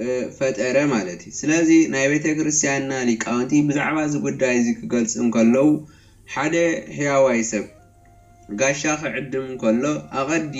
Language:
Tigrinya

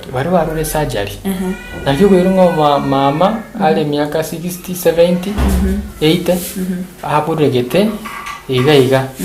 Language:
Gusii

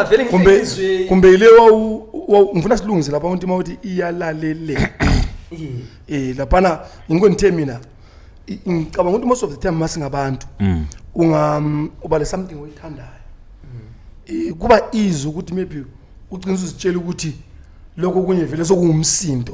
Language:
Zulu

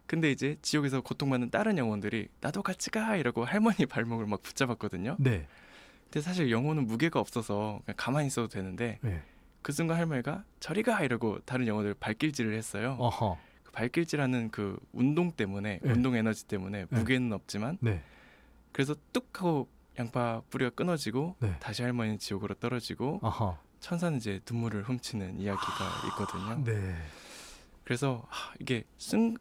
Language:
Korean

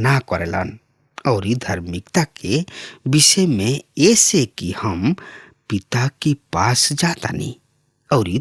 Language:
Bhojpuri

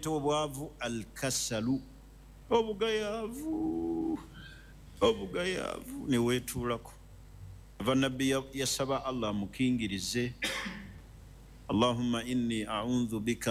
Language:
Ganda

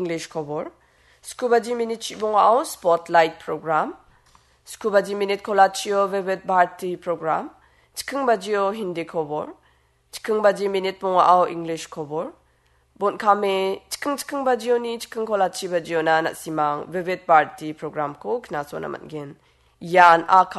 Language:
Garo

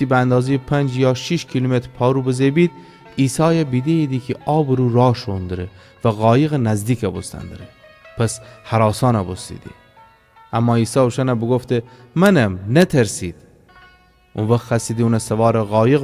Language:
Gilaki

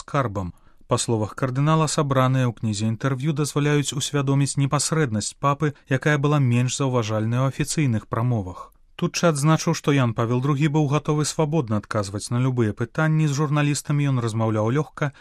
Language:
Belarusian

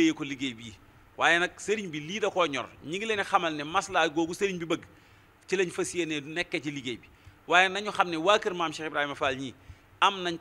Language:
Wolof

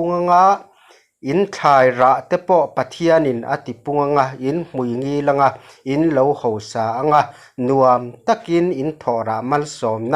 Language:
Mizo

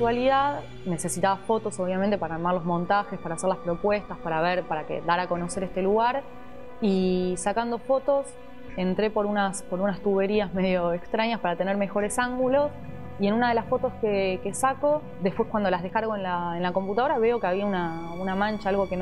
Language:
Spanish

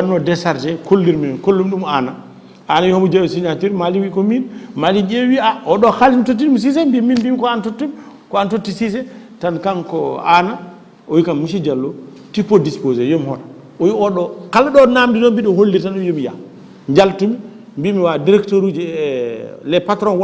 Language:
Fula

